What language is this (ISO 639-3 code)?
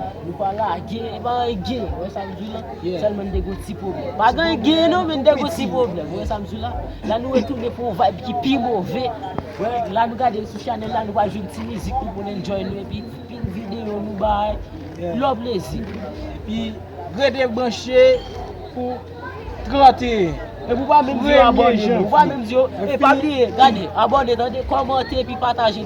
hat